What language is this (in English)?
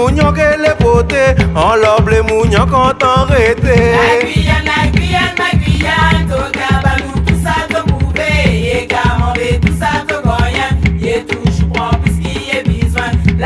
Guianese Creole French